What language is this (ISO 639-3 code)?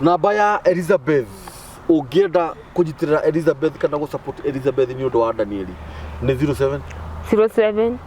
kik